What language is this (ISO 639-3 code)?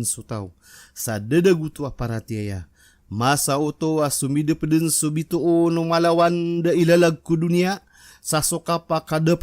mrw